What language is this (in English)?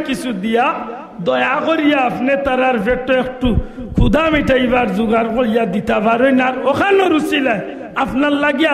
Sylheti